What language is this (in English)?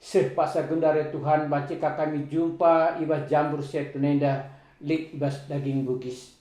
Batak Karo